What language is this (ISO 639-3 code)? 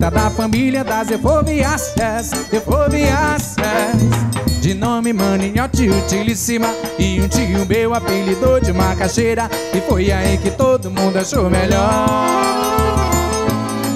por